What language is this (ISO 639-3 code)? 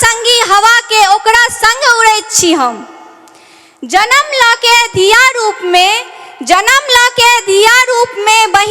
mai